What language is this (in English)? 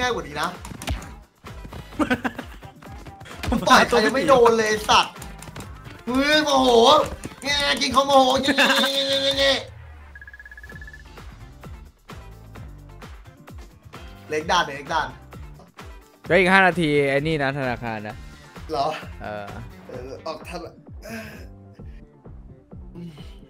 Thai